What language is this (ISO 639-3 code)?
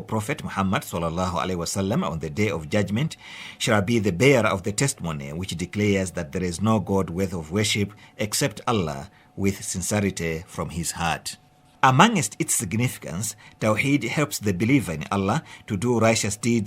eng